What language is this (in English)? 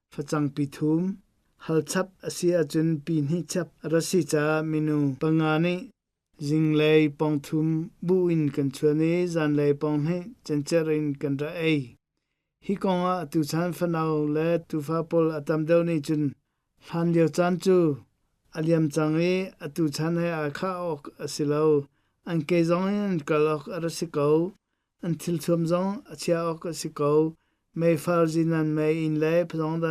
Hakha Chin